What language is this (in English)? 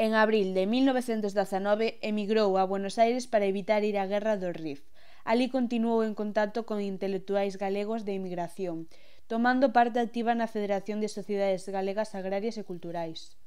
Galician